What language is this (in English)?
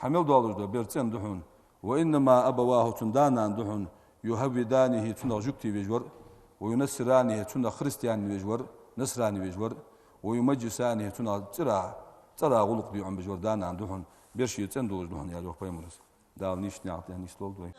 Ingush